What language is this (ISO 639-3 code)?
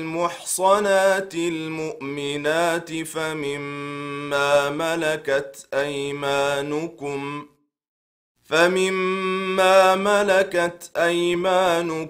ara